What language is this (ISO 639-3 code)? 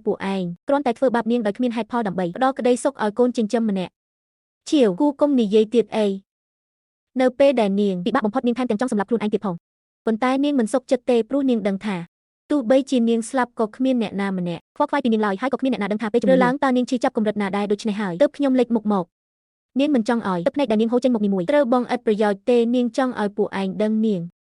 khm